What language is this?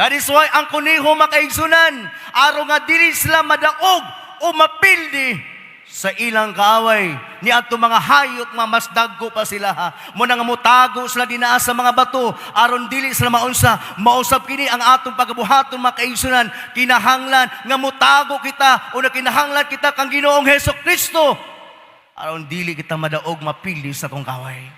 Cebuano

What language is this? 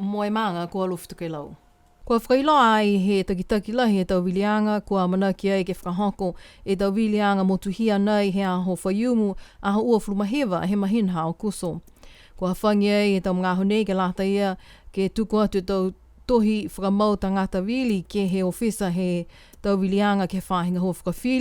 Niuean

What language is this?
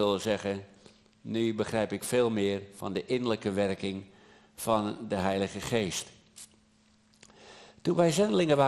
Dutch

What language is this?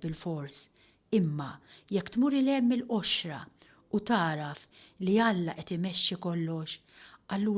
Maltese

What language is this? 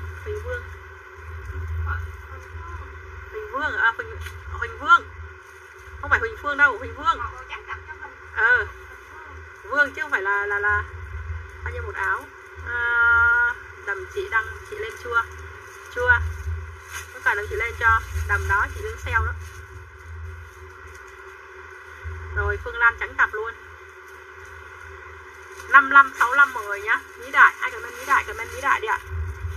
Vietnamese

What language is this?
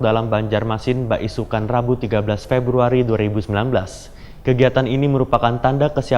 Banjar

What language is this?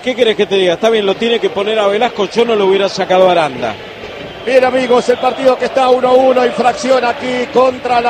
Spanish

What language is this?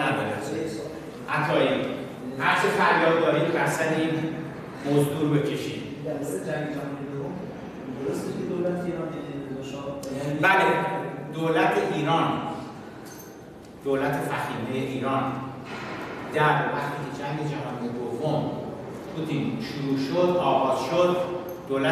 Persian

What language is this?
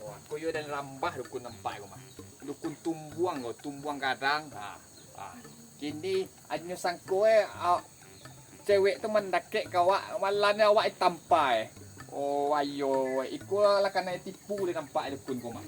Minangkabau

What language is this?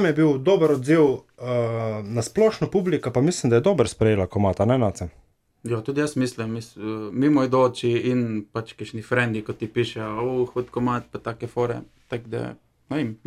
Slovenian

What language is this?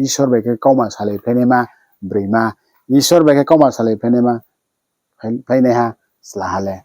Riang (India)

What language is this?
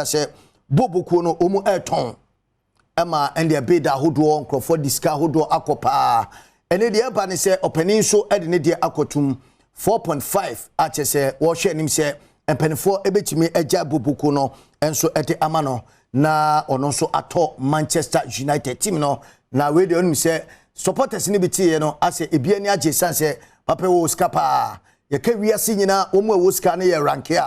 Akan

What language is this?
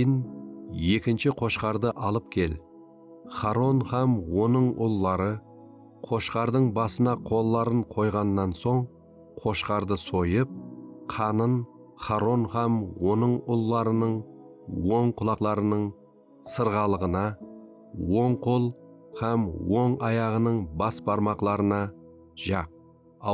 Kara-Kalpak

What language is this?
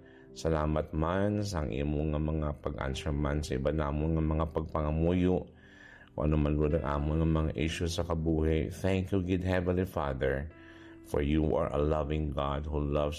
Hiligaynon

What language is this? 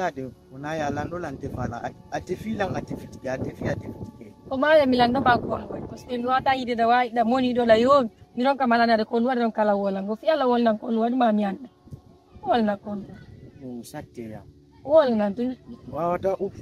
Fula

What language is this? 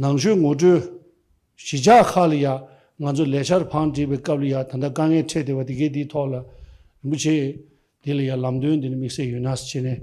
Tibetan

